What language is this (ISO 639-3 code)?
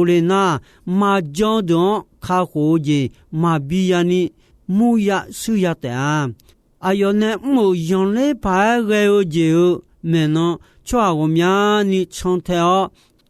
ahk